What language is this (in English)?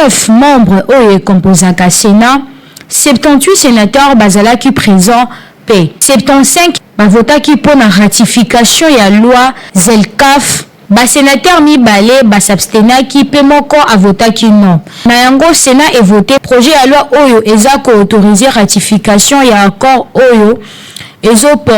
Lingala